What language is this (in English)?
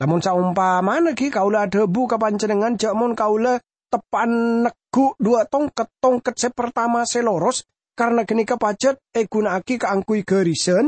Madurese